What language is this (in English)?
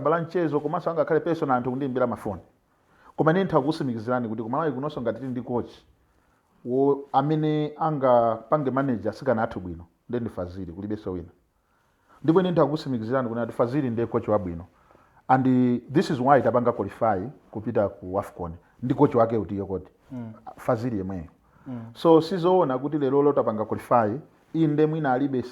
Nyanja